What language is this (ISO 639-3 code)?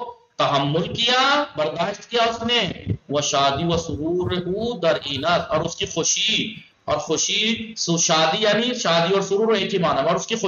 urd